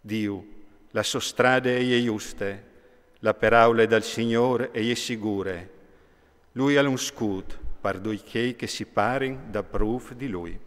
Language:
Friulian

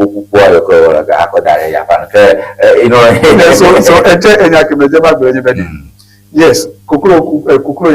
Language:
Ewe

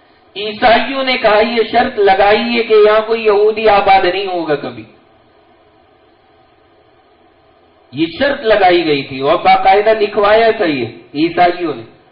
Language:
Urdu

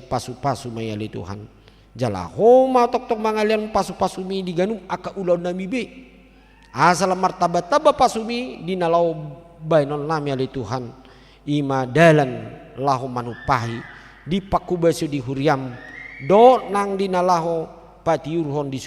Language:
Batak Toba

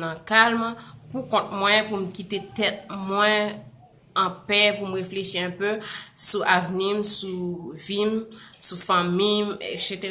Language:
Haitian Creole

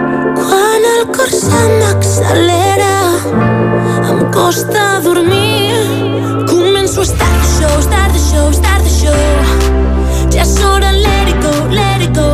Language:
Catalan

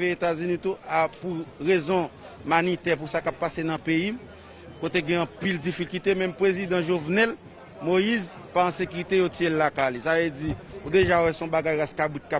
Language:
Haitian Creole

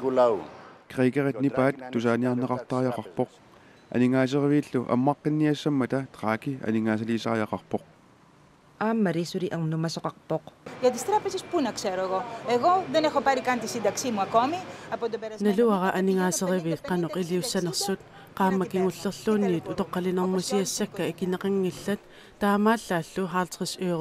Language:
Kalaallisut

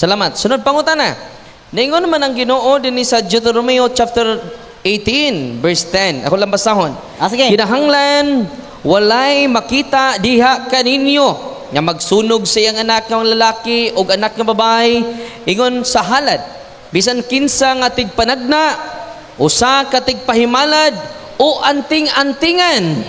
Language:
Cebuano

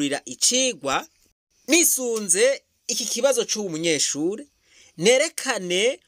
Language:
Rundi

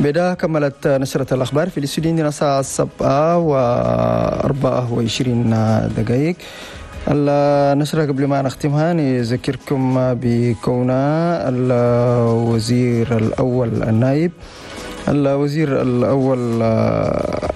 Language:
Chadian Arabic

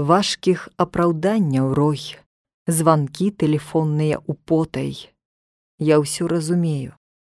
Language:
Belarusian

